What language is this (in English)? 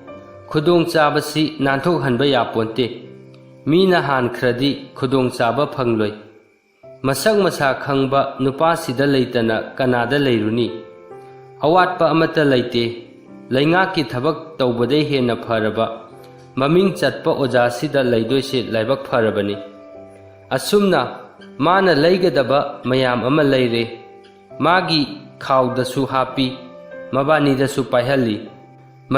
Manipuri